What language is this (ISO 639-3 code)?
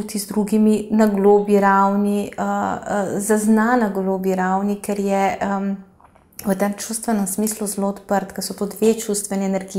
slv